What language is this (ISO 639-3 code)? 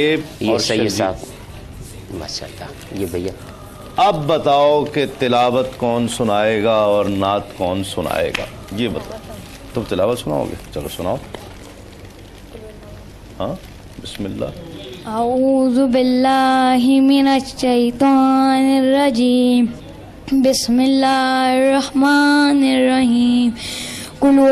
urd